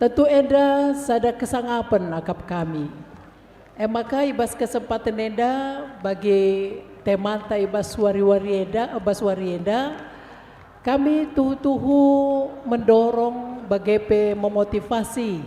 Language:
Batak Karo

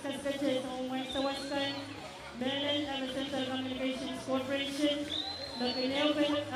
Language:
Pohnpeian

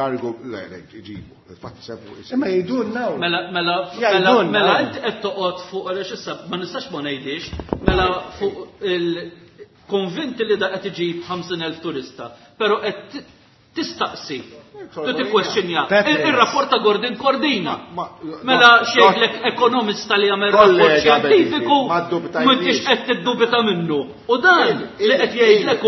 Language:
Maltese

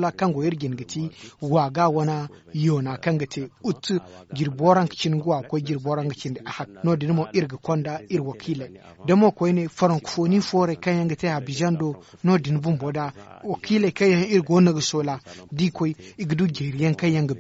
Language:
Zarma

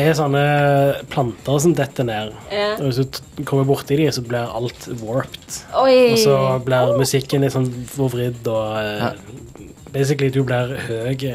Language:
Norwegian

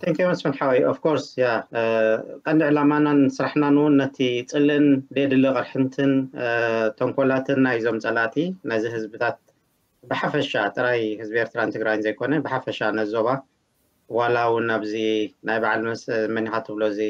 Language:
Tigrinya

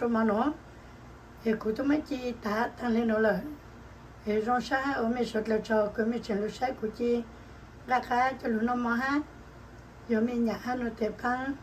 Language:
Hmong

